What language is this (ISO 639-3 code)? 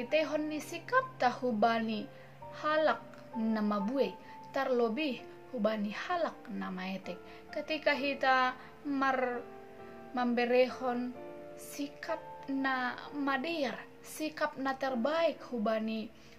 bts